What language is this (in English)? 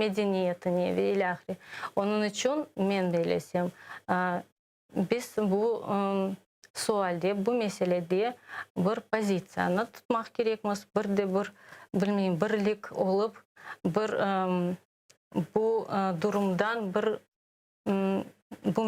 Crimean Tatar